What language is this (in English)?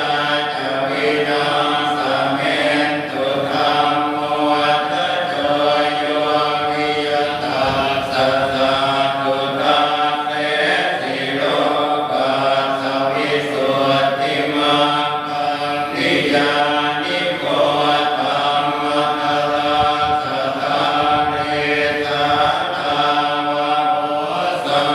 Pali